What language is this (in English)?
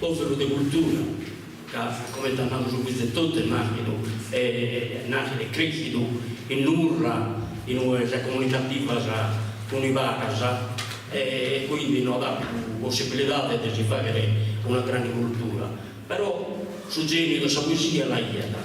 Sardinian